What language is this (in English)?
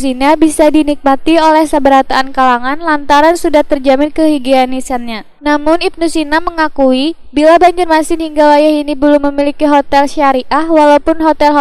Banjar